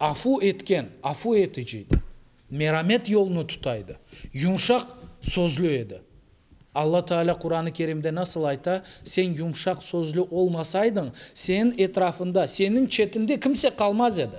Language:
Crimean Tatar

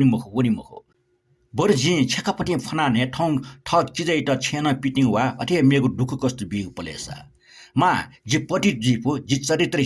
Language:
Newari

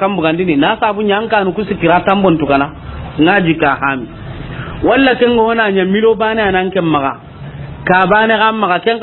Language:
Soninke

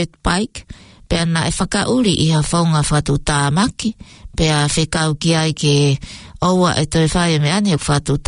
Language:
Tongan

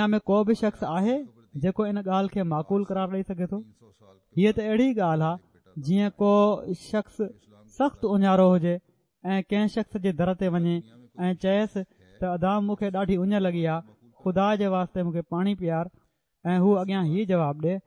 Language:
Sindhi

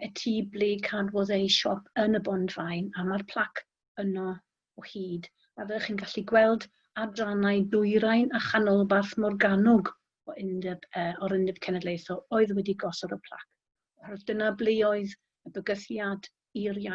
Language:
Welsh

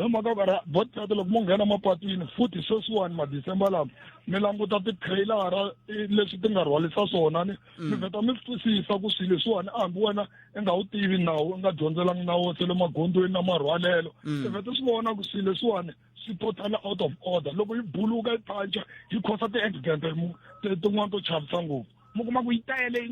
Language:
Tsonga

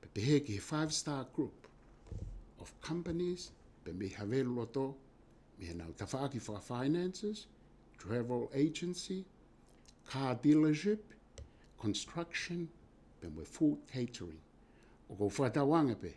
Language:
Tongan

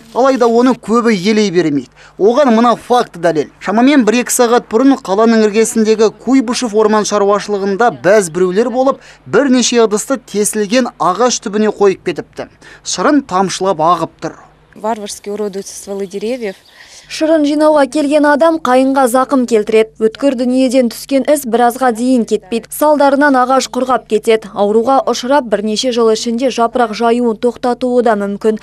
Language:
Kazakh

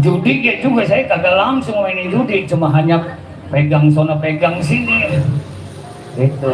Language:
Betawi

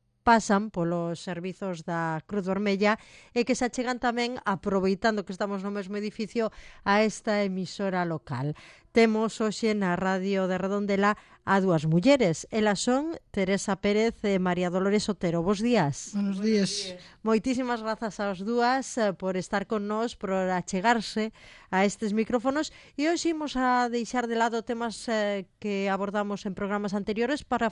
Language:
Galician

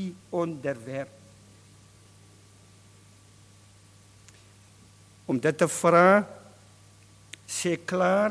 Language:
Afrikaans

